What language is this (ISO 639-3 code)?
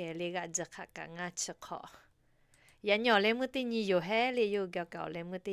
lhu